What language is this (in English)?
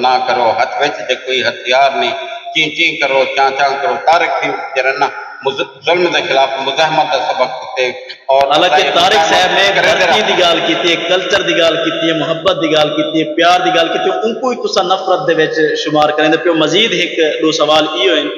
Saraiki